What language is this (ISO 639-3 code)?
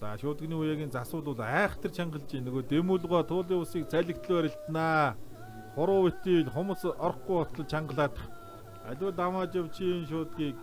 mon